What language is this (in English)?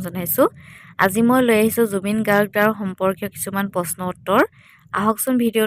Assamese